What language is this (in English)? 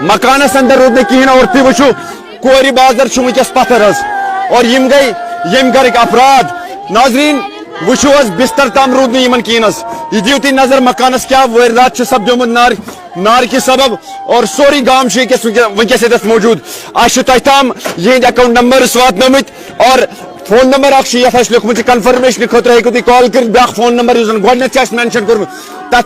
Kashmiri